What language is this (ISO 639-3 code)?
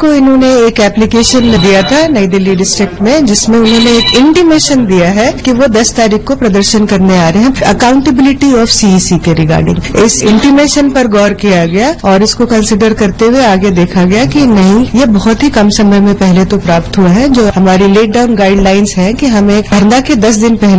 hin